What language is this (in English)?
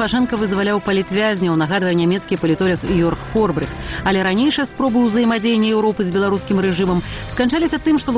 Belarusian